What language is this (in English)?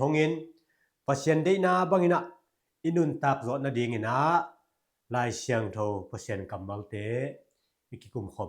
Tedim Chin